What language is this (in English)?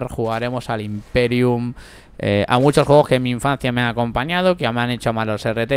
Spanish